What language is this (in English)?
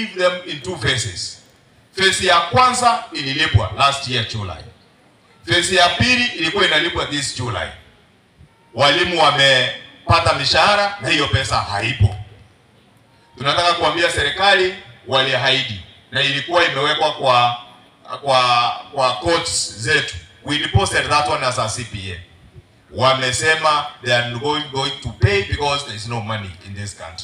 Swahili